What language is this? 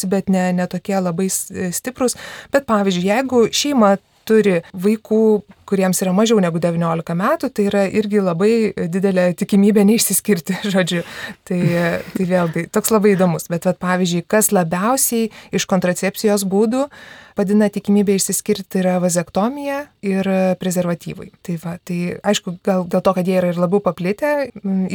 Lithuanian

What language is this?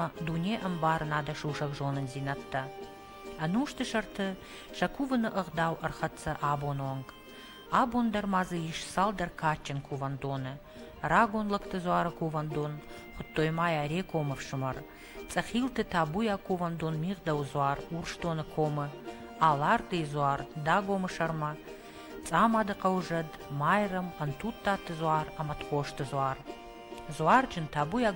Ossetic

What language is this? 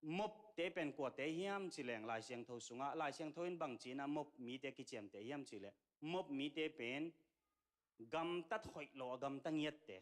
Tedim Chin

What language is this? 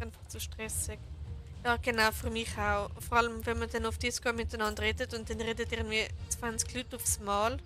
Swiss German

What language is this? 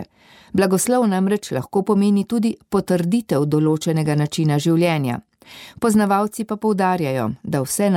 Slovenian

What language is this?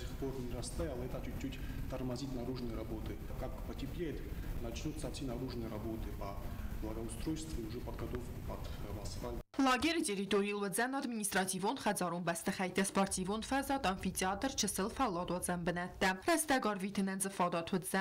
Ossetic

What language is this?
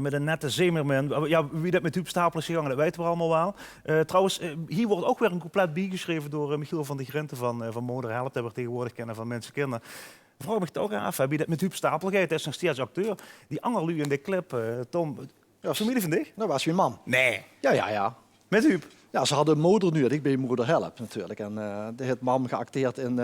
Limburgish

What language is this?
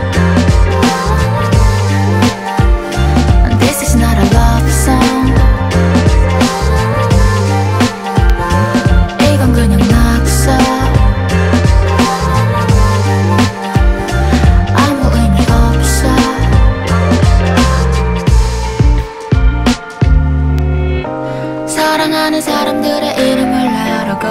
Korean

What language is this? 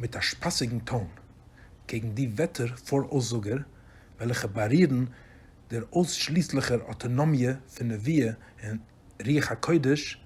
Yiddish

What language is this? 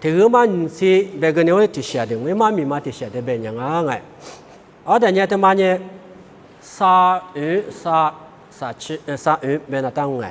Lisu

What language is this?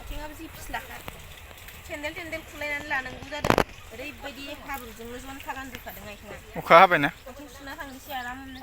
Bodo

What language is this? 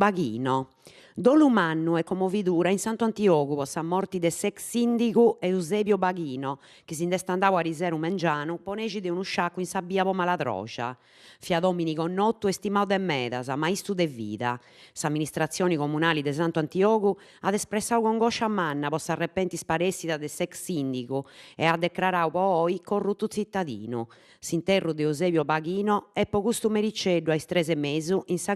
Sardinian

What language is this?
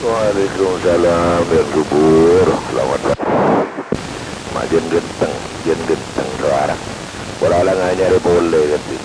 Madurese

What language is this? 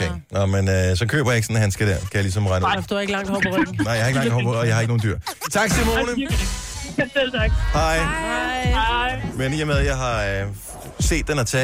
Danish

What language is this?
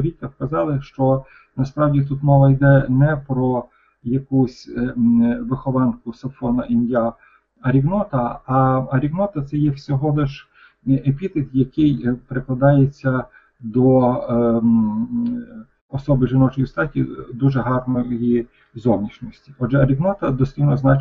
Ukrainian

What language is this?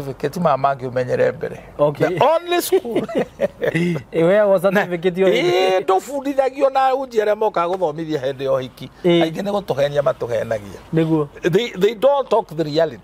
Kikuyu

